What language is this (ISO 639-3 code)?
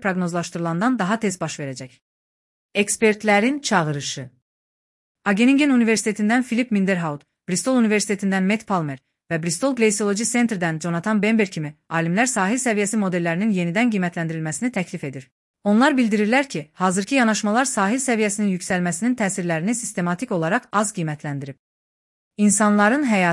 aze